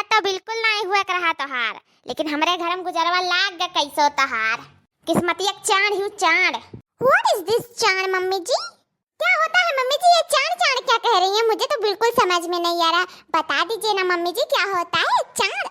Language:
Awadhi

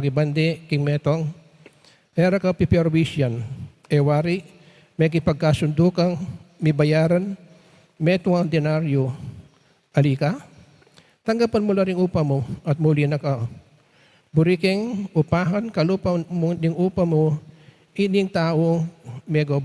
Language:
Pampanga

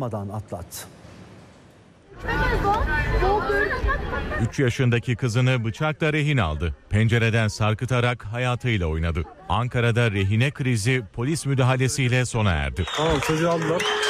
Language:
Turkish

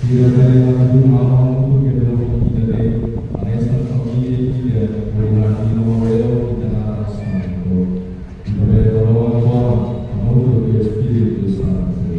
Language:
Tetum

